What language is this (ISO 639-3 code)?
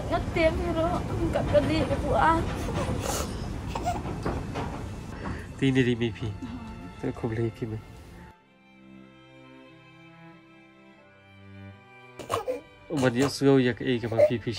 msa